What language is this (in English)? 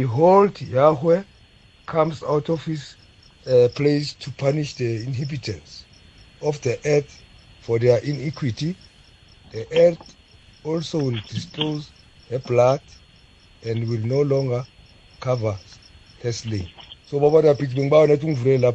South Ndebele